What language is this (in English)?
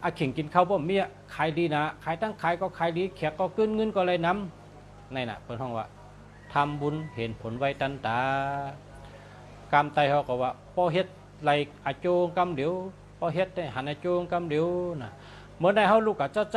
Shan